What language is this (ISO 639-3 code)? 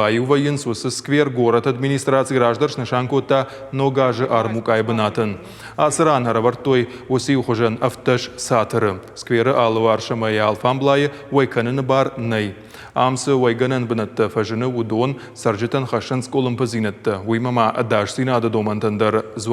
oss